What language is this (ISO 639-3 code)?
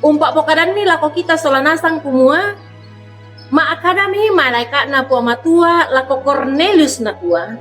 sda